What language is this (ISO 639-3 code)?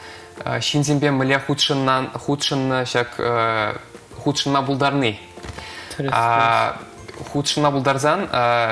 chv